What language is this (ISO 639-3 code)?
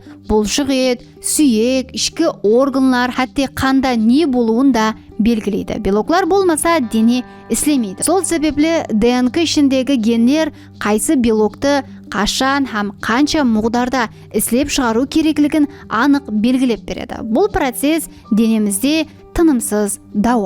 kaa